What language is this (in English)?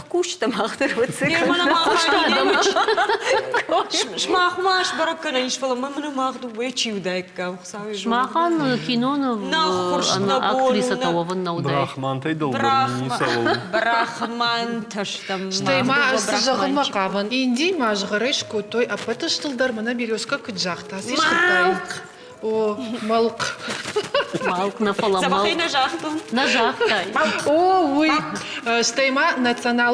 Ossetic